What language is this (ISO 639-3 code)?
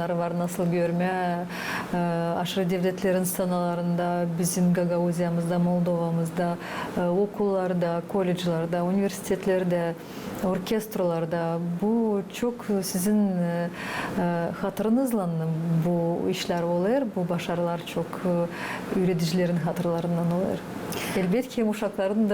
gag